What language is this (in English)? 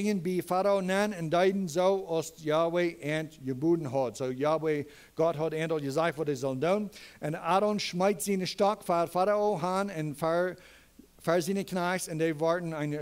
Plautdietsch